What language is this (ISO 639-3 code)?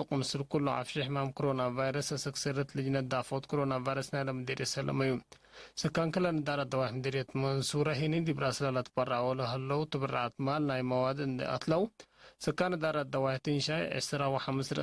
tig